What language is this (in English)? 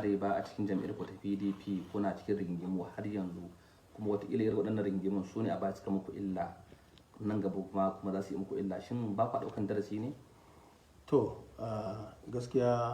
Hausa